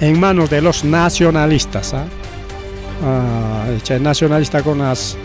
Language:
Ayacucho Quechua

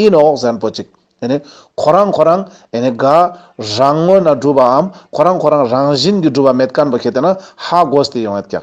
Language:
Ladakhi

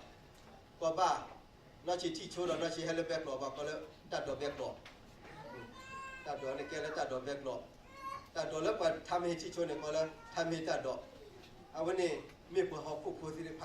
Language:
S'gaw Karen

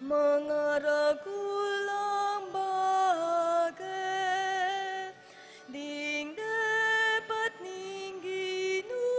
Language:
Pampanga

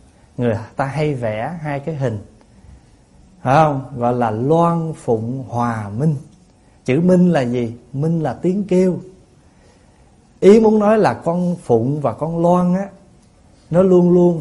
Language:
Vietnamese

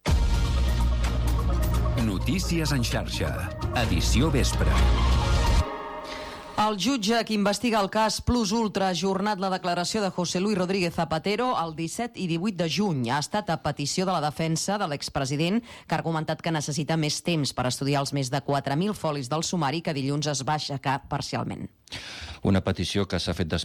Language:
Catalan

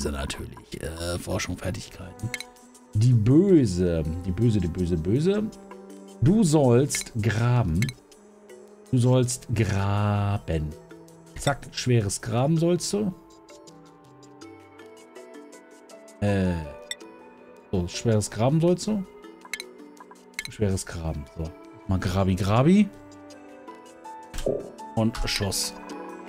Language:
German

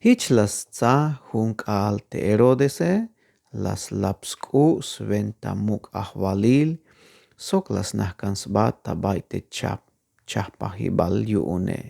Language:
Tzeltal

